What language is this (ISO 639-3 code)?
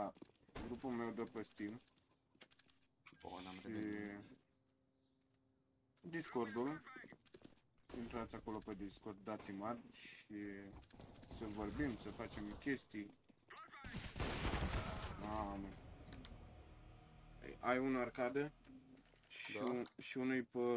ron